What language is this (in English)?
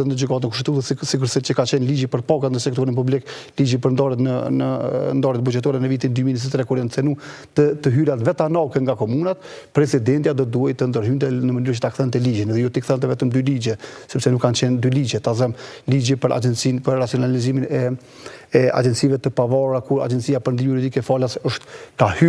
Albanian